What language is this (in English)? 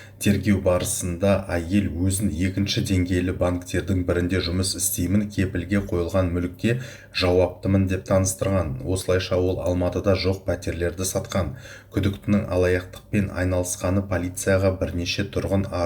Kazakh